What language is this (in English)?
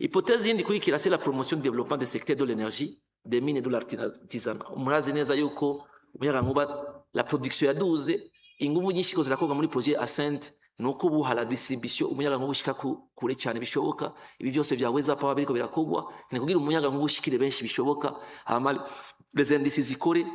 Rundi